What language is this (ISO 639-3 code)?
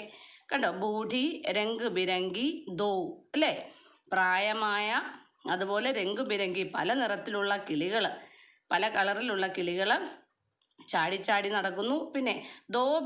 mal